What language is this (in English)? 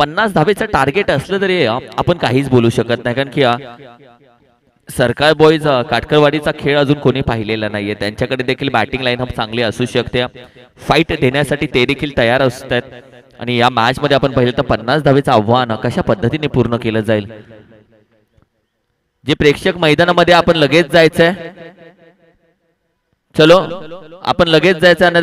Marathi